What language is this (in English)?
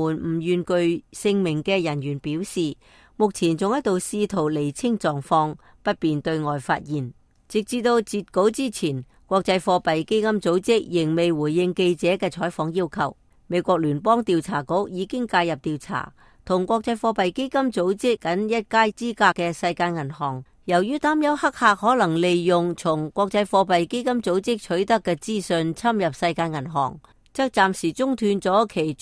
Cantonese